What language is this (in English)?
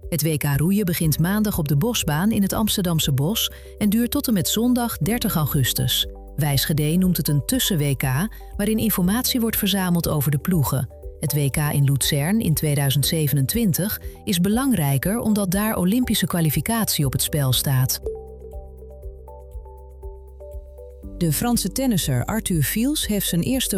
Dutch